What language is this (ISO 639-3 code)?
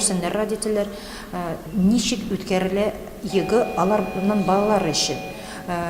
tat